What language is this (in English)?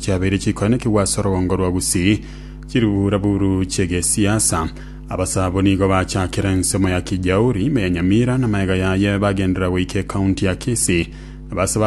Gusii